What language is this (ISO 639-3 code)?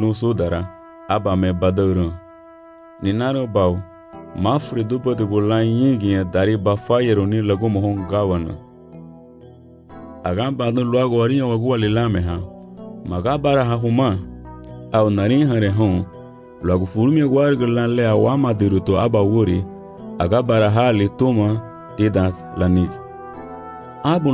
cab